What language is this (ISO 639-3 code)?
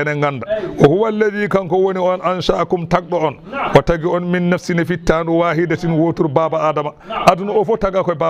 ful